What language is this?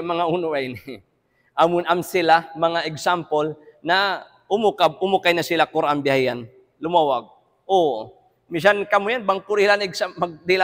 Tausug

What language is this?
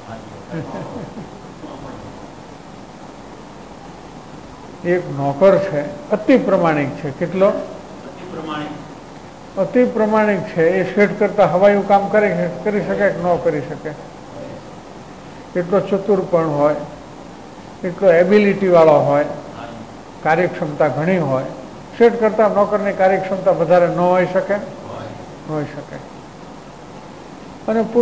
Gujarati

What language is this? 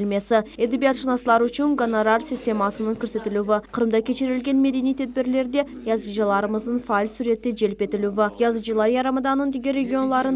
Crimean Tatar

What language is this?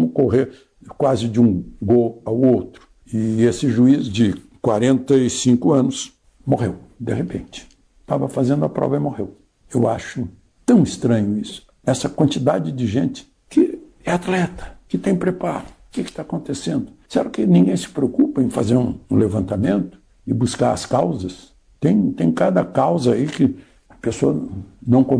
Portuguese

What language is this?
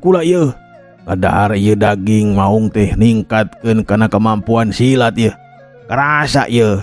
Sundanese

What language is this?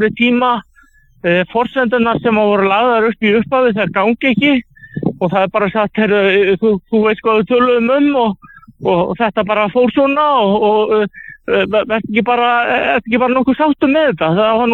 Icelandic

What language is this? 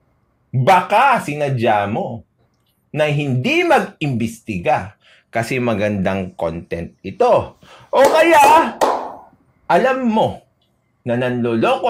Filipino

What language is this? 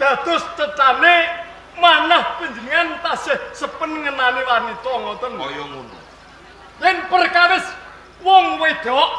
Javanese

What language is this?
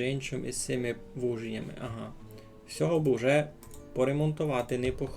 Rusyn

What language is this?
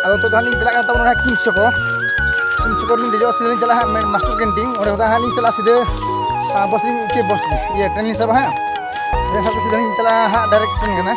Santali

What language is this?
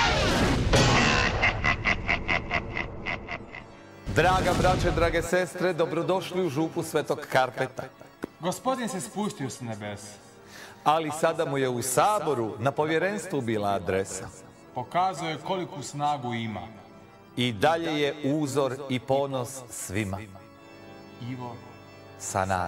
Croatian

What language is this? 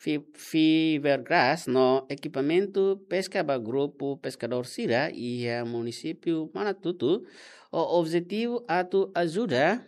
Tetum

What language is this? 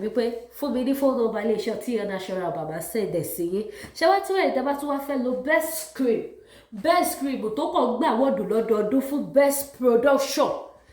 Yoruba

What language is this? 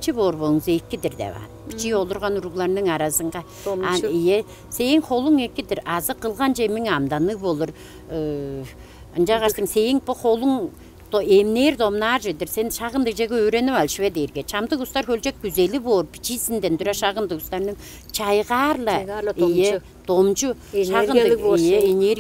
Tuvinian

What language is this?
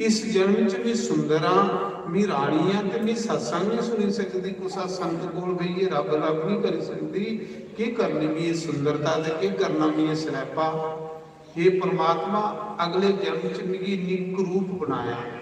Dogri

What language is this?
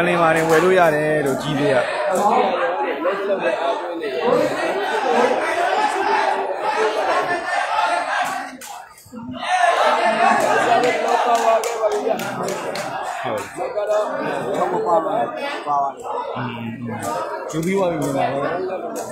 Burmese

